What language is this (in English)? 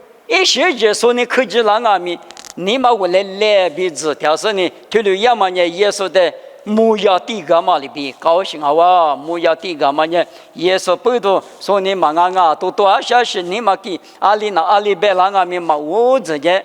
Lisu